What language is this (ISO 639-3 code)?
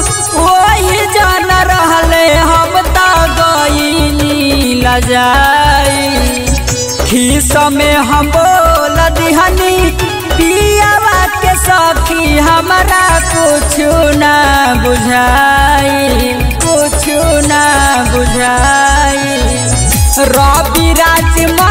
bho